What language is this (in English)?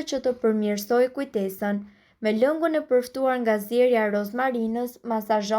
Albanian